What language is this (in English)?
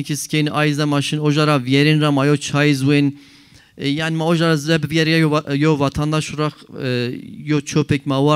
Zaza